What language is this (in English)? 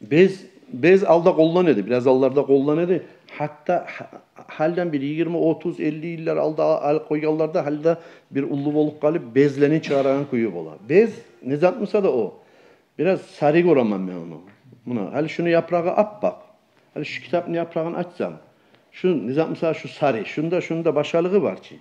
Kumyk